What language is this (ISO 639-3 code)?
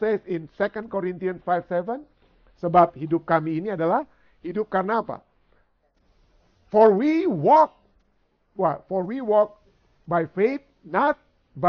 ind